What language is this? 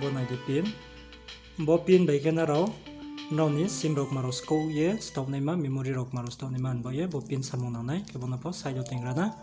Riang (India)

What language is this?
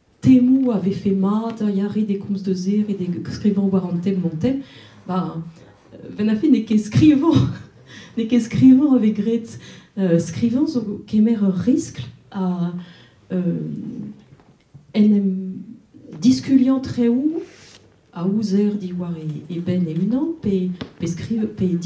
Breton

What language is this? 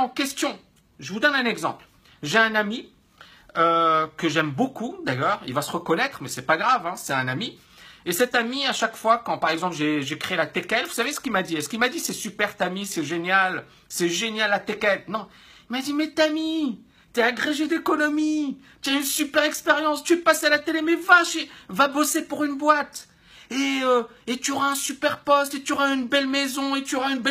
French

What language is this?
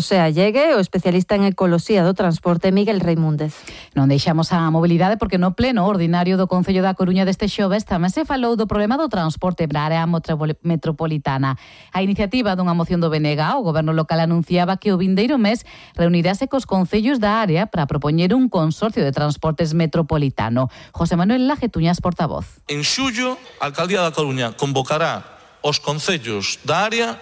Galician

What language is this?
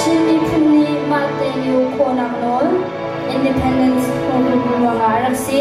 Hakha Chin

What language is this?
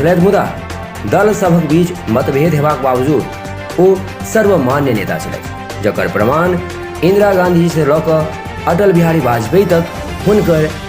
Maithili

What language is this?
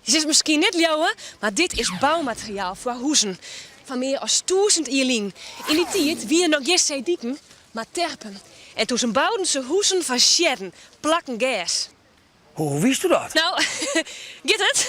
Western Frisian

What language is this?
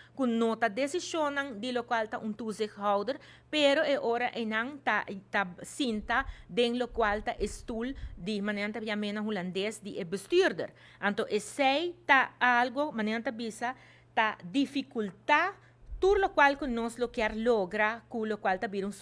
Papiamento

